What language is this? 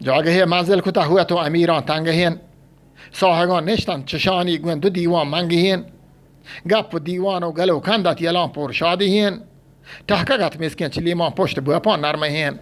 Eastern Balochi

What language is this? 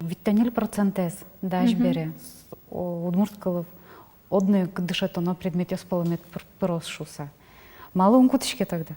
Udmurt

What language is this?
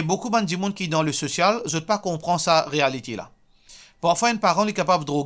Morisyen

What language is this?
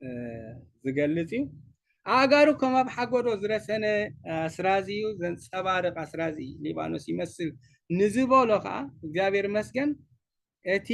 Tigrinya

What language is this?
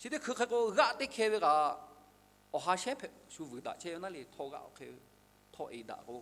Lahu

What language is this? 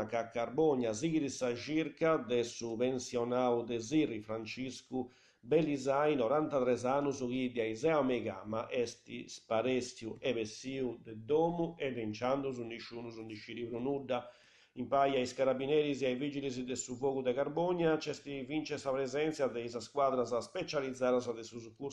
Sardinian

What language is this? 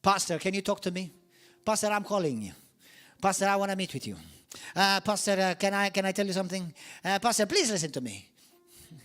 English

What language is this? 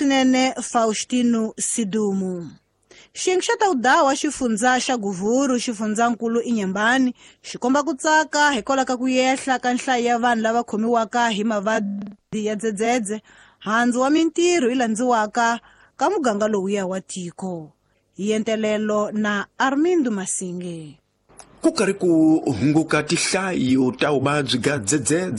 Tsonga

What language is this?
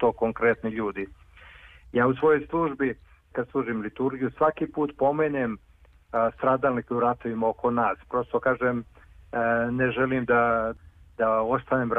Serbian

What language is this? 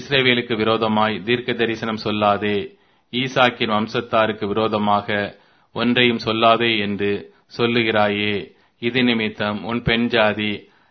Tamil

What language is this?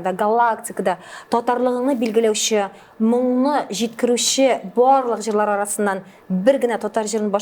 Tatar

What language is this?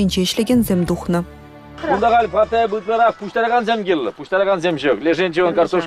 Chuvash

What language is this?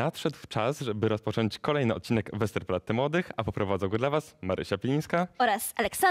Polish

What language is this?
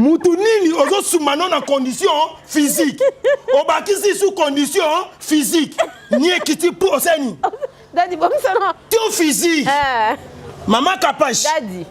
Lingala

